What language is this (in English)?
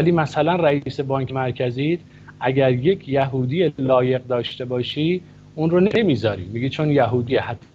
Persian